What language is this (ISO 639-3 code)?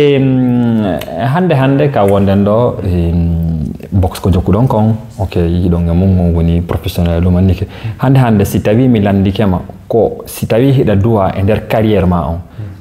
ful